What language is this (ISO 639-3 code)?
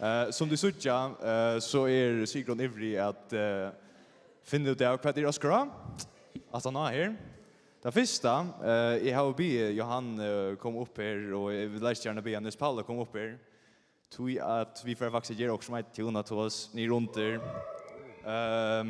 fao